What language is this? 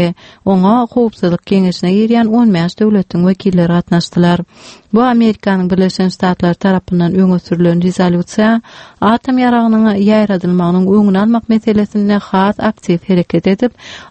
Turkmen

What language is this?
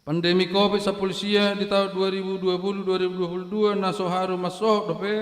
Batak Toba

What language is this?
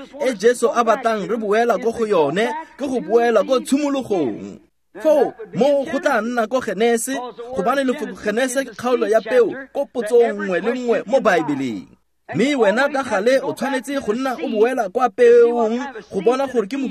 Tswana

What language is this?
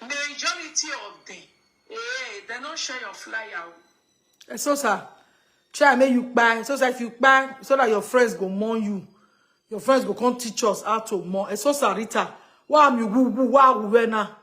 Nigerian Pidgin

